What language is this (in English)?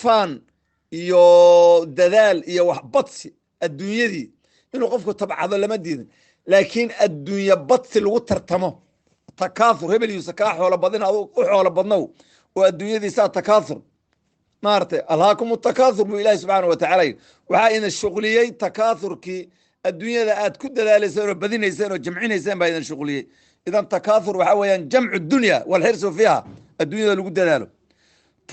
Somali